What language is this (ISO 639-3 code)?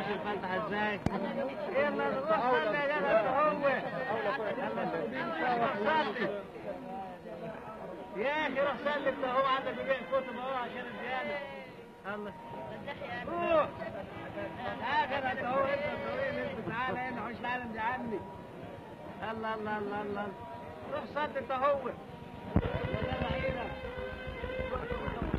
arz